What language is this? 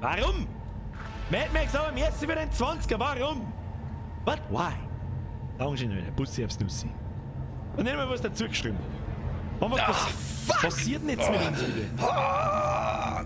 Bavarian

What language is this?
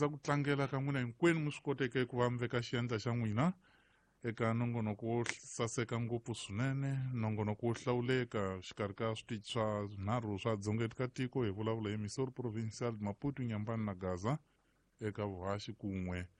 Tsonga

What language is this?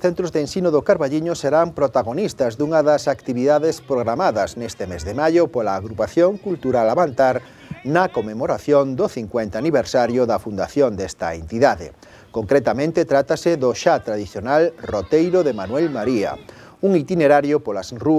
Galician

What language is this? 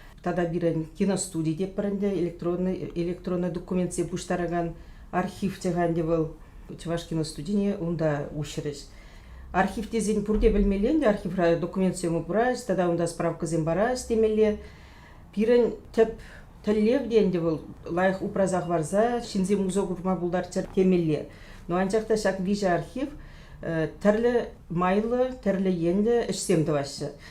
Chuvash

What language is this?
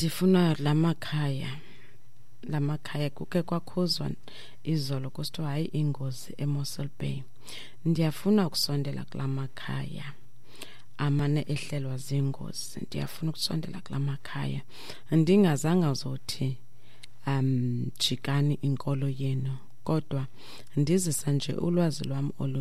Xhosa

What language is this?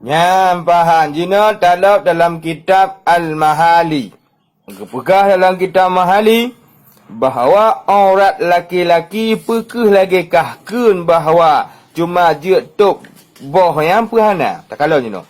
Achinese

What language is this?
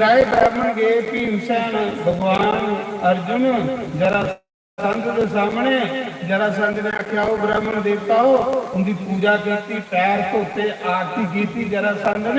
Dogri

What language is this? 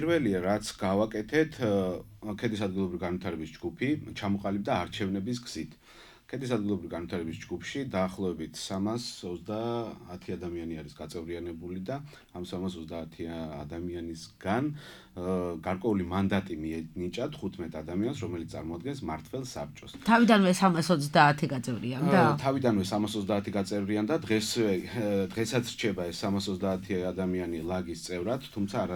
Georgian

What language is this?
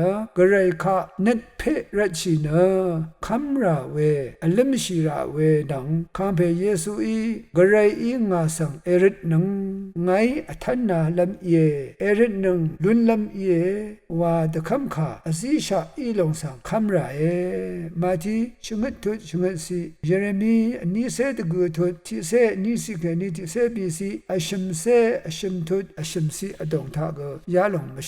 Rawang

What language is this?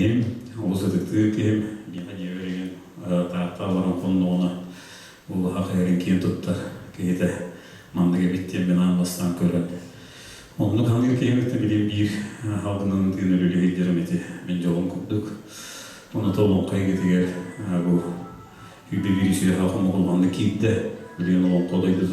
Yakut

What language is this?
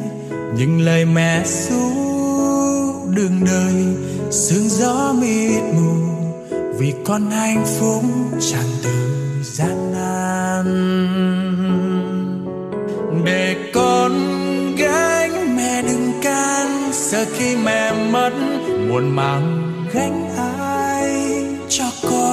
Vietnamese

